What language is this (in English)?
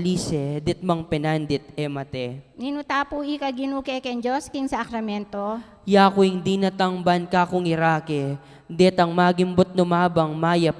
Pampanga